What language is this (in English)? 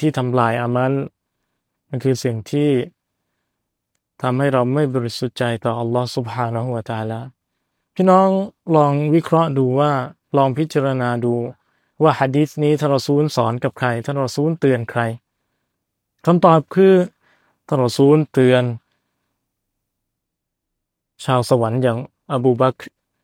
Thai